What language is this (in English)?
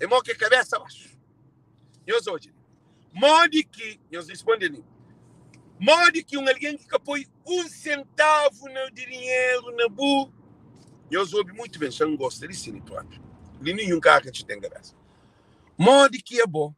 Kabuverdianu